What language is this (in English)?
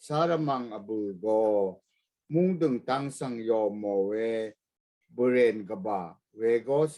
Rawang